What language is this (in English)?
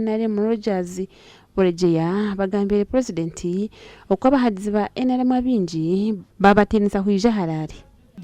Nyankole